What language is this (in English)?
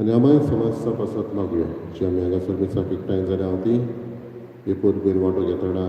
Konkani